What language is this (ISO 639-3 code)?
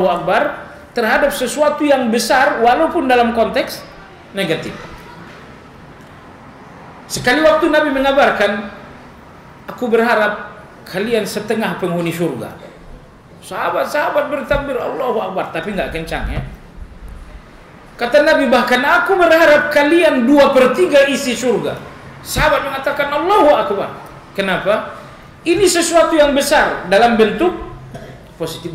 ind